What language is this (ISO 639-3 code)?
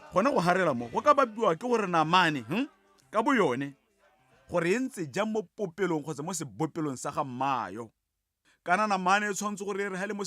tsn